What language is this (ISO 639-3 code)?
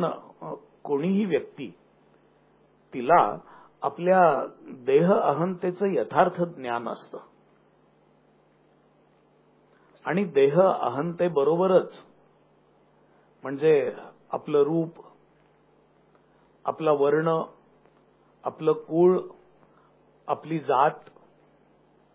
mar